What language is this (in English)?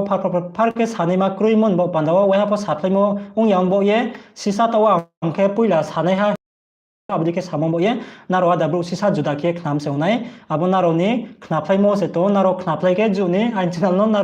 Riang (India)